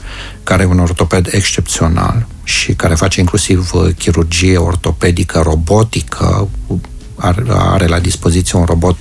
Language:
Romanian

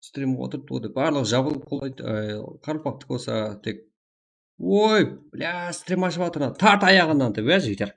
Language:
Kara-Kalpak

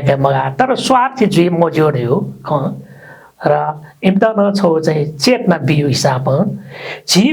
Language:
Newari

